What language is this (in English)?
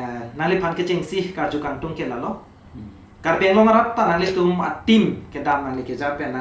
Karbi